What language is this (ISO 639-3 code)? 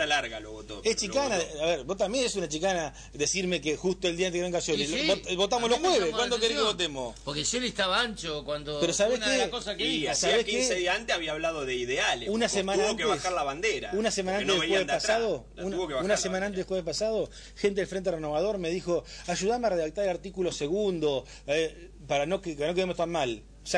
spa